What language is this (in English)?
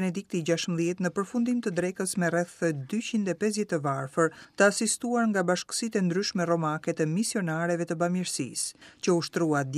Albanian